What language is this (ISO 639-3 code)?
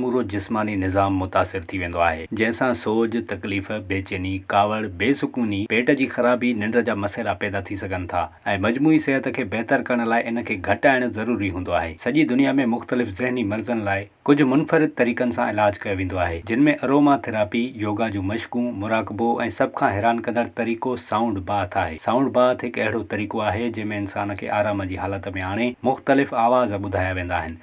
snd